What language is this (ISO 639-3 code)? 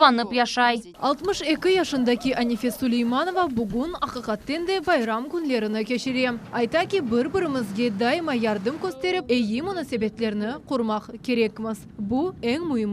crh